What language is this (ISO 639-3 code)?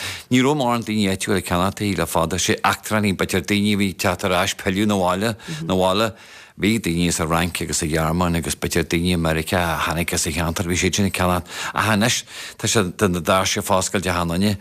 gle